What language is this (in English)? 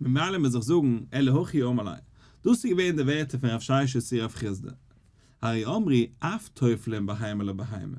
Yiddish